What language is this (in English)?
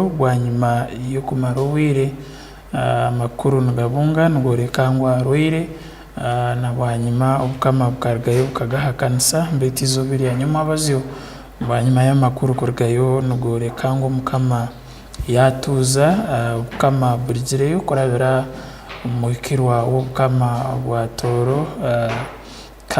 Tooro